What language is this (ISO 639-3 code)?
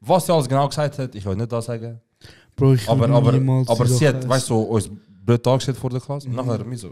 gsw